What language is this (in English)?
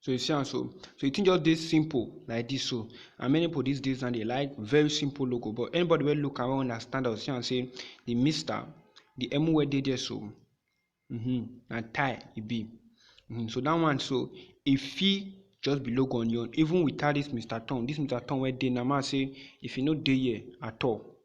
Nigerian Pidgin